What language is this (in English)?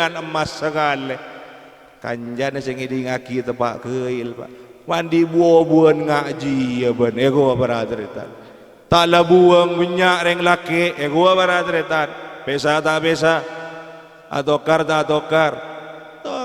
Madurese